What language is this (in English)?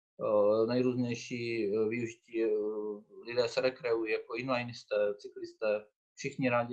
Czech